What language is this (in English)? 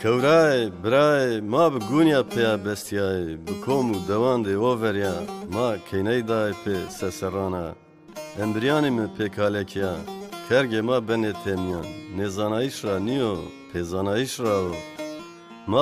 Zaza